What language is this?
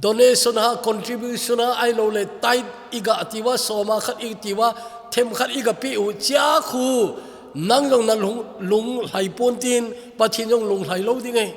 Thado Chin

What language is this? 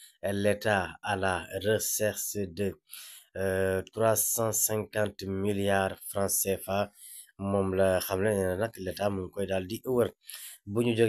Wolof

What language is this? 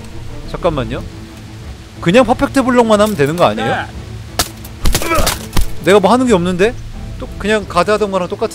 Korean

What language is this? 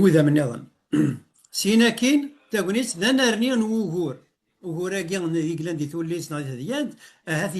Kabyle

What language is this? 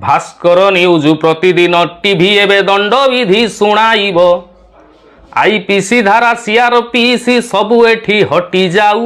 Odia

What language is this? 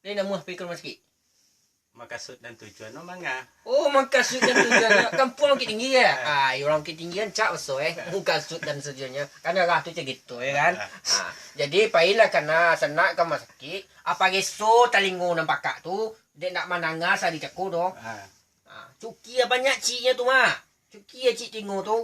Minangkabau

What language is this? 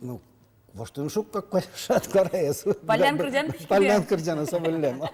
Udmurt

